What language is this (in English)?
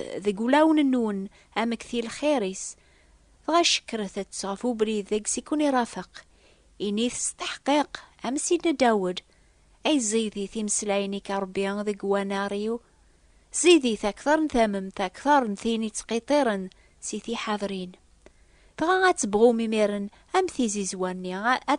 Kabyle